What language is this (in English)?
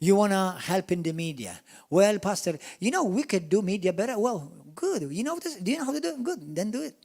English